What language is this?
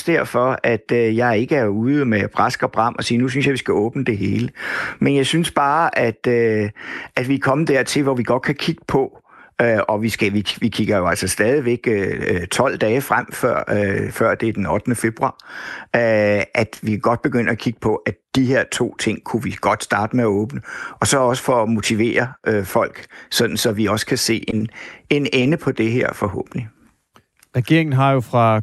Danish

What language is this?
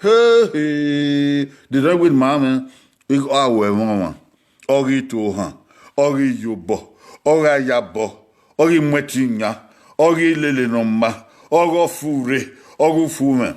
Bini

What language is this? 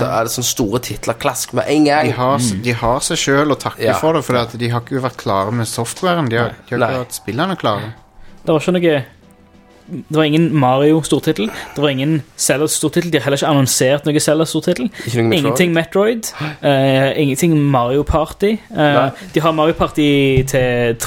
Norwegian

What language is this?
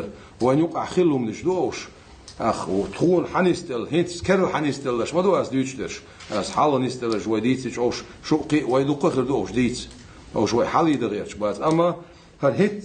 Ingush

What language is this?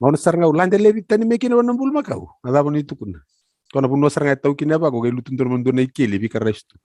Fijian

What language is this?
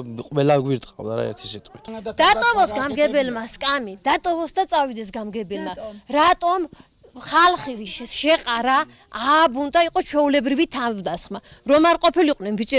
Georgian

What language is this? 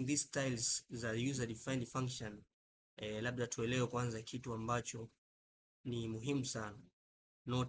Swahili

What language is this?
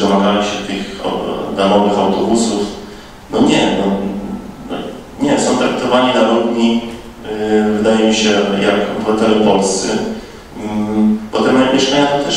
Polish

